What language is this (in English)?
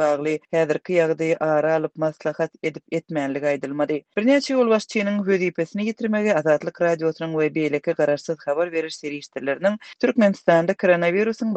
Turkmen